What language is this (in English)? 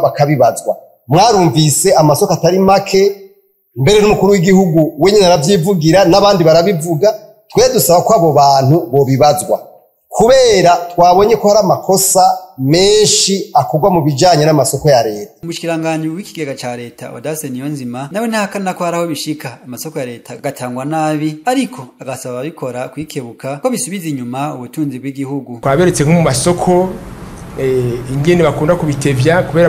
Rundi